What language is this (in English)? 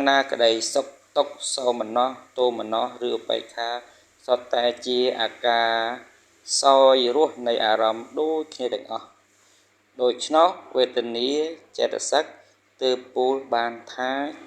Khmer